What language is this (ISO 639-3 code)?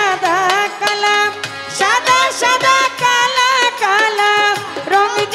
ben